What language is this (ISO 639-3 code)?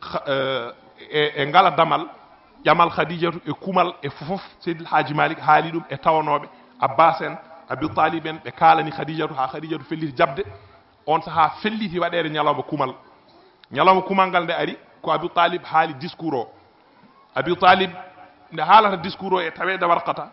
ful